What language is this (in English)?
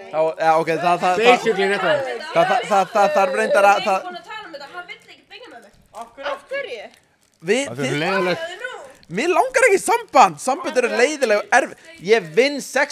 Icelandic